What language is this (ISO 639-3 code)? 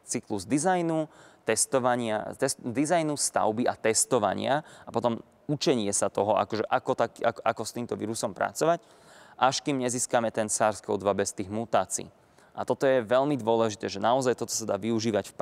slk